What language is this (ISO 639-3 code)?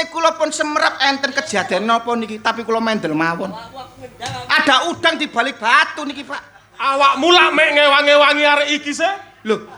jav